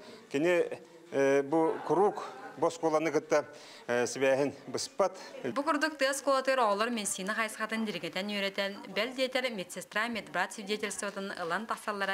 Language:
Yakut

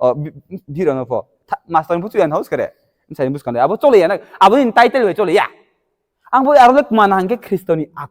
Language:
Riang (India)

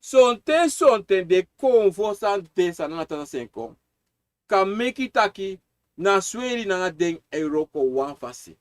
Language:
Sranan Tongo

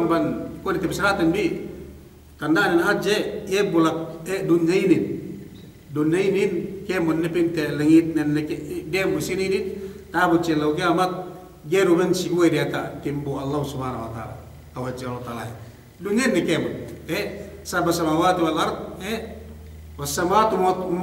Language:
Yakan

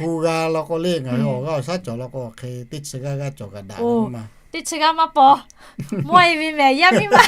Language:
Lahu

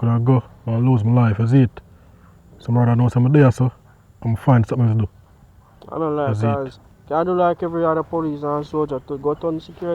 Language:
Jamaican Creole English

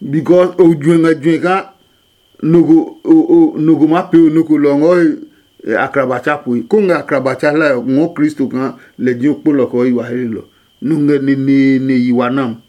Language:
Adangme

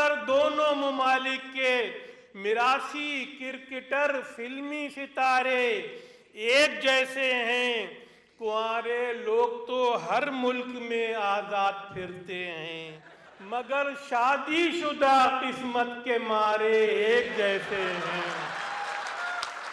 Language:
Urdu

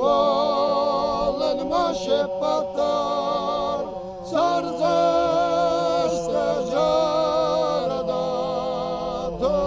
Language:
Ossetic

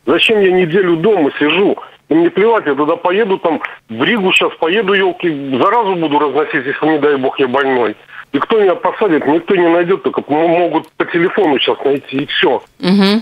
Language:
Russian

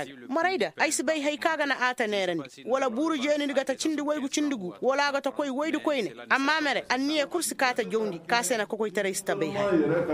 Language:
Koyraboro Senni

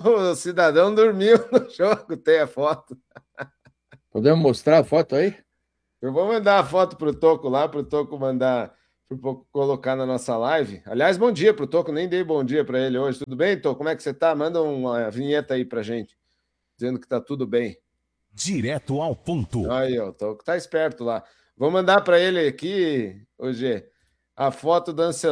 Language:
Portuguese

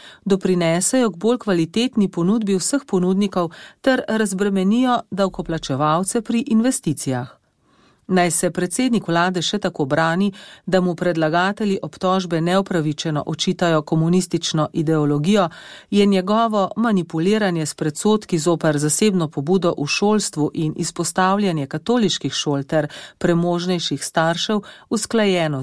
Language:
Slovenian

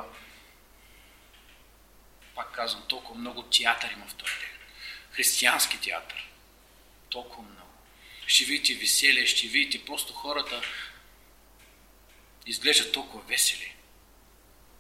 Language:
Bulgarian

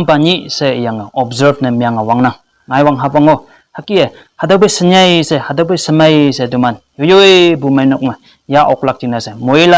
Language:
Konyak Naga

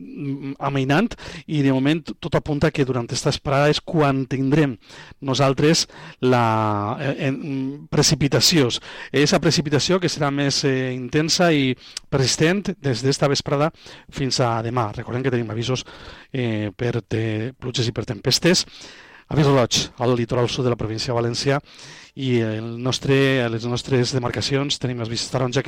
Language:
Catalan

